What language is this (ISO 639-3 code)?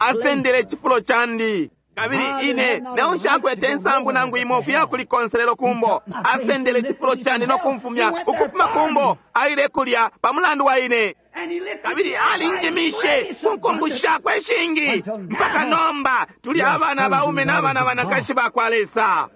bem